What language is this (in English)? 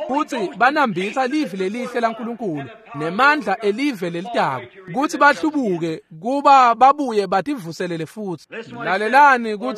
Swati